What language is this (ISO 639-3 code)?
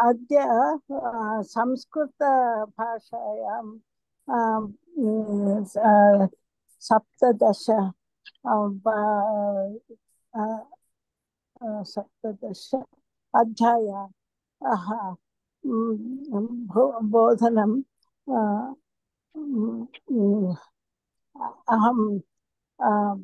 san